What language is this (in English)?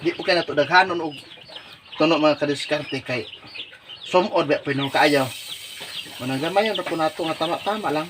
Cebuano